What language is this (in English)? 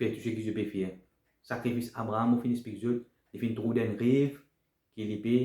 Morisyen